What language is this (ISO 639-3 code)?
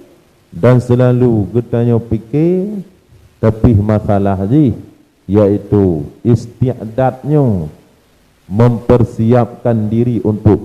ace